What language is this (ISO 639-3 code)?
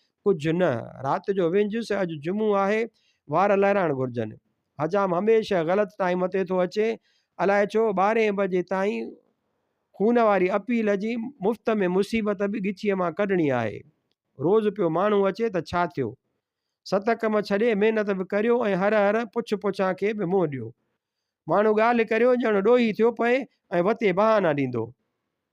snd